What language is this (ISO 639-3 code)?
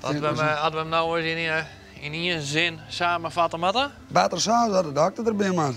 fry